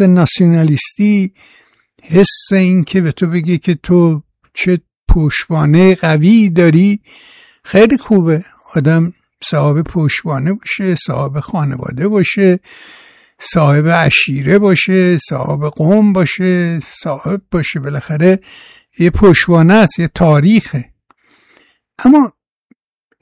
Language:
Persian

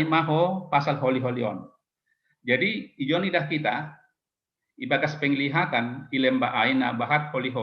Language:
Batak Simalungun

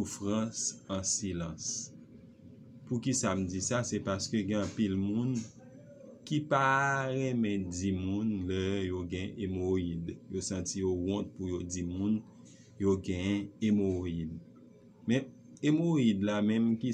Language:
Haitian Creole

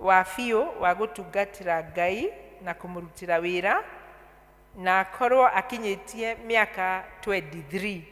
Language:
Kikuyu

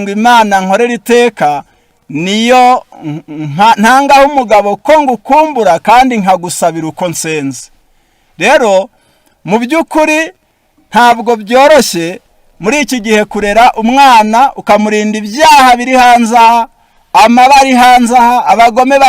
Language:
Kinyarwanda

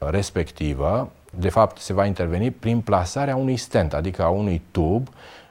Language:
Romanian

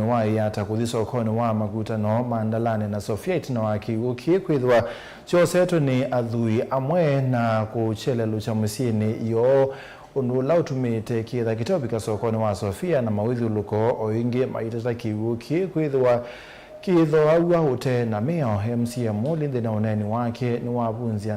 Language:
Kamba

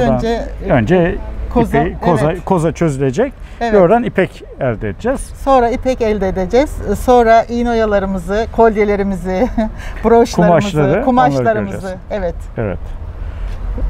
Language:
Turkish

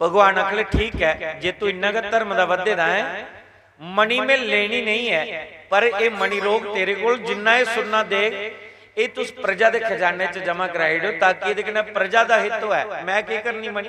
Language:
Dogri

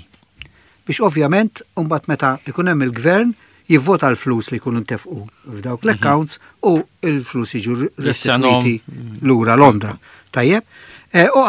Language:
Maltese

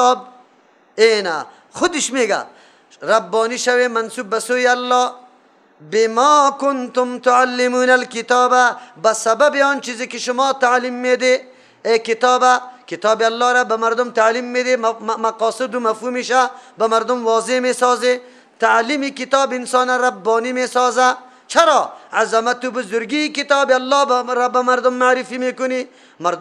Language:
Persian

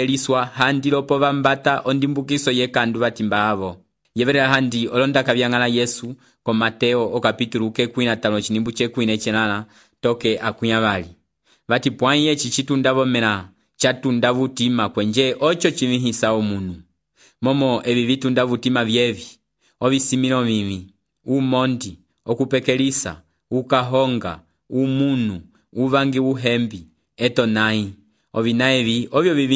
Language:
Umbundu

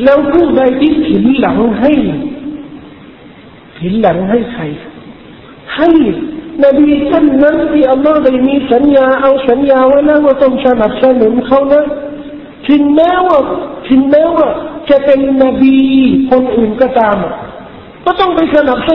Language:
Thai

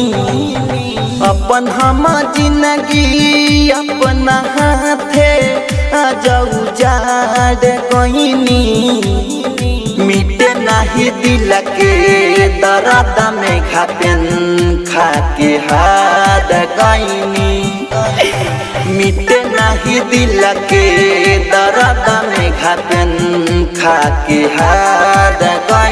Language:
Bhojpuri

